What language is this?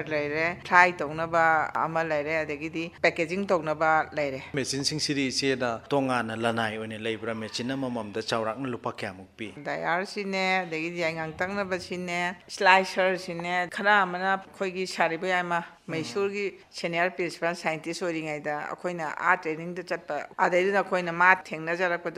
Manipuri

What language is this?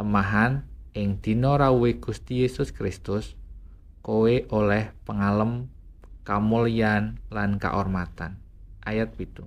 Javanese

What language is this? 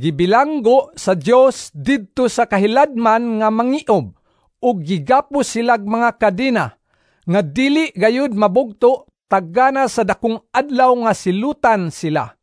Cebuano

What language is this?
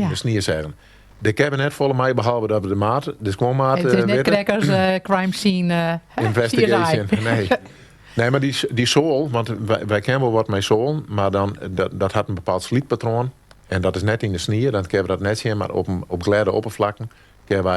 Western Frisian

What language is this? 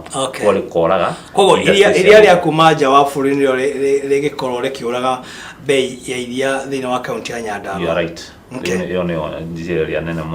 Kikuyu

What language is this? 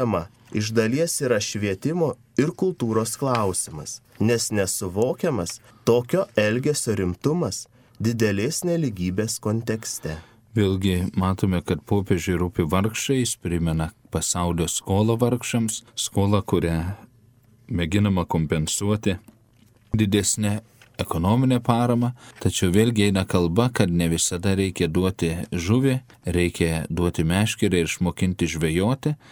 Lithuanian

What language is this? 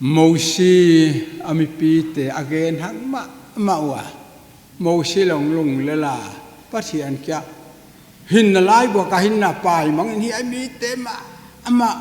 Paite Chin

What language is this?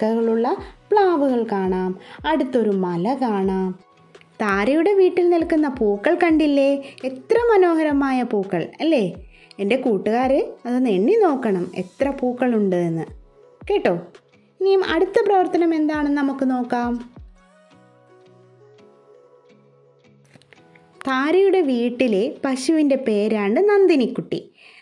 Malayalam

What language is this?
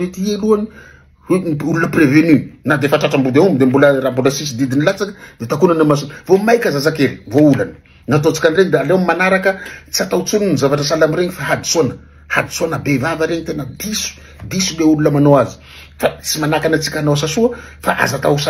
Malagasy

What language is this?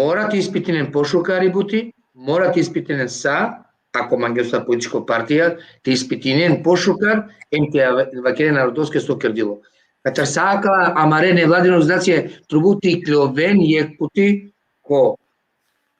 Balkan Romani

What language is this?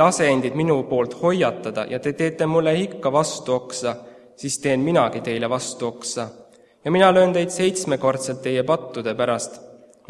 Estonian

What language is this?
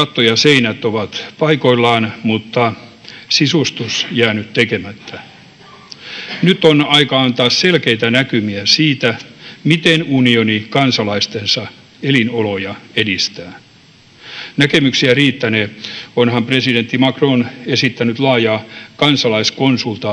Finnish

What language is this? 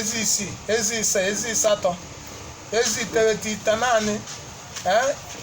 Igbo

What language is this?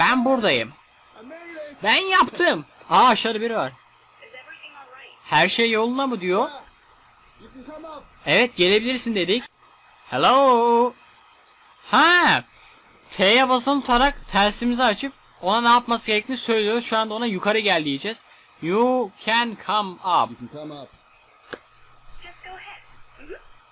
Turkish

